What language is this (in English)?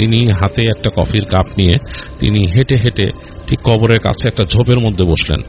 Bangla